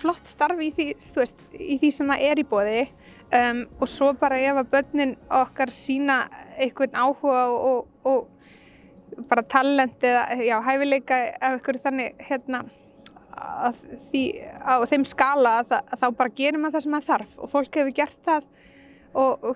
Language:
Icelandic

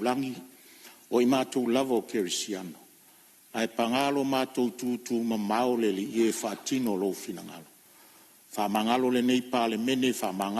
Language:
Samoan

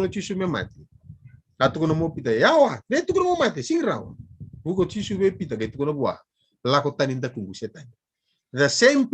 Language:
Fijian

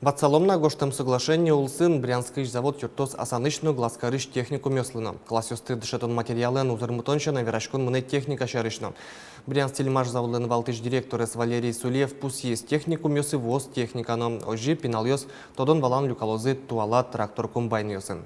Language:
Udmurt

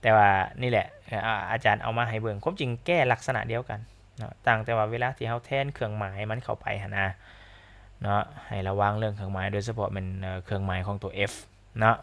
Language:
Lao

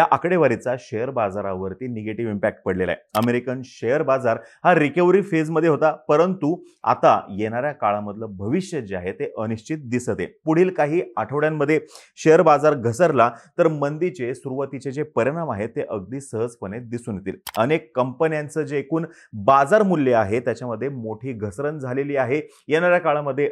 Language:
Marathi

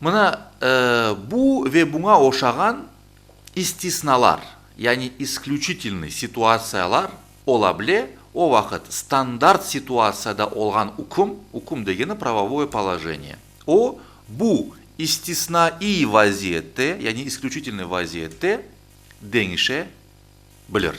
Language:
Crimean Tatar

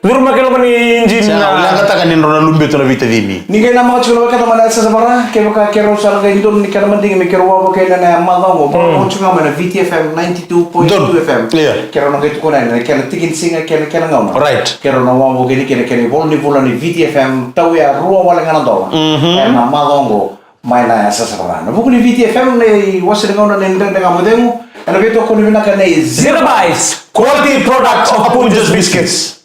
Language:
Fijian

